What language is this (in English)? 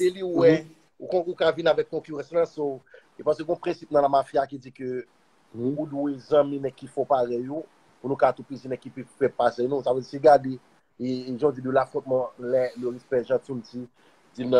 Haitian Creole